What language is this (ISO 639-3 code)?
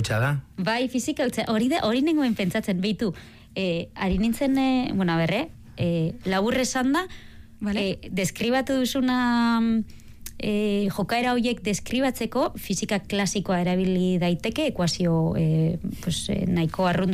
eus